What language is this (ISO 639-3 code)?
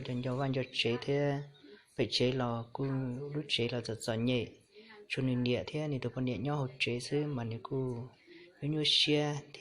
hmn